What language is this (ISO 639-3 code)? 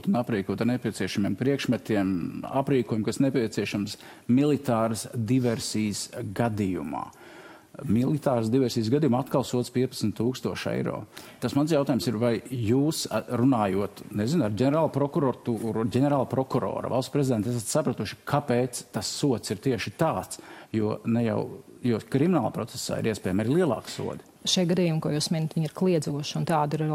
lav